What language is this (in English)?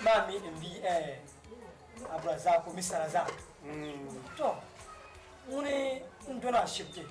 Dagbani